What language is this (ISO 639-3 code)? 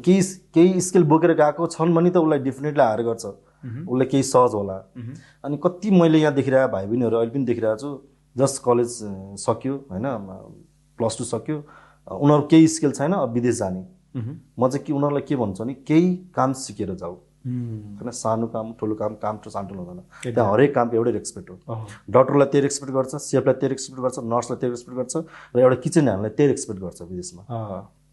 nep